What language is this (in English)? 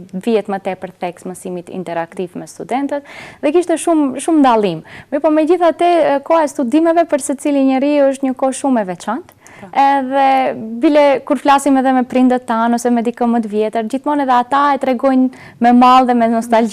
Albanian